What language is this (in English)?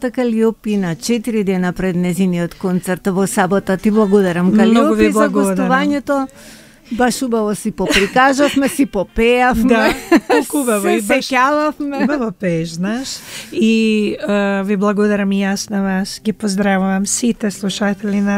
Macedonian